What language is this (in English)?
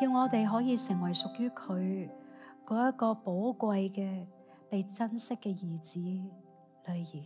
Cantonese